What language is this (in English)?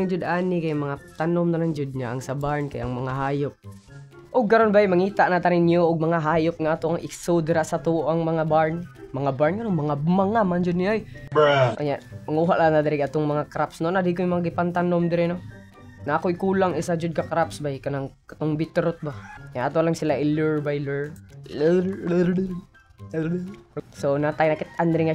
Cebuano